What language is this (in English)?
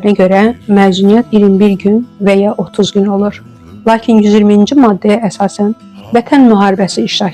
Azerbaijani